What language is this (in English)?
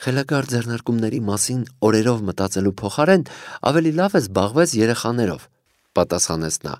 Armenian